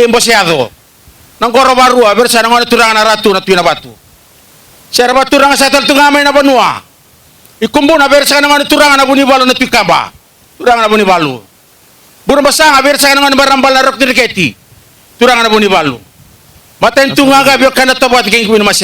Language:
Fijian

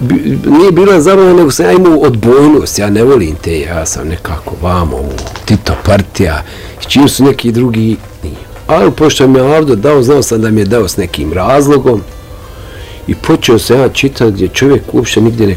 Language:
Bosnian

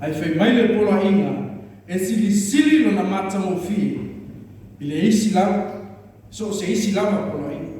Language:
Samoan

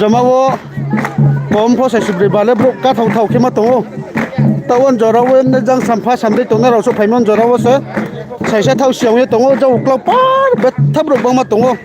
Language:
Riang (India)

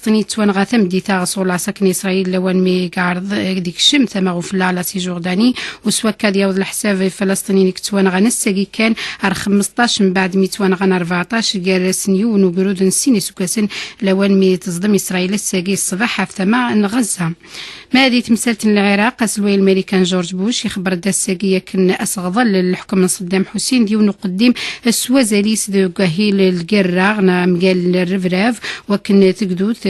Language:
Kabyle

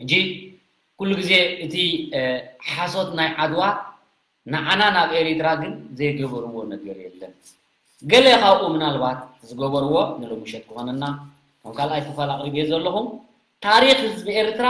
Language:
Tigrinya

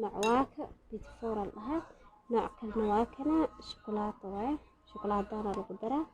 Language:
Somali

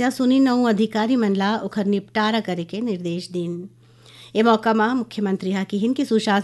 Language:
Chhattisgarhi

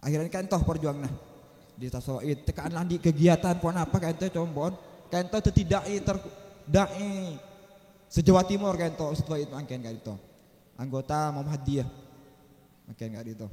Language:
Madurese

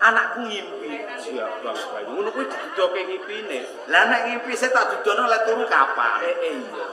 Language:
Javanese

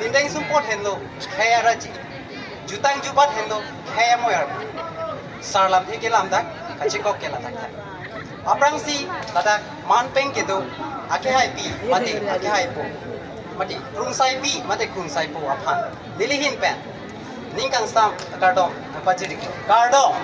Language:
Karbi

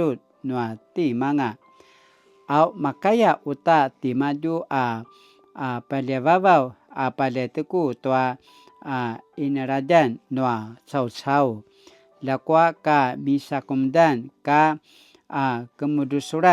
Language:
Paiwan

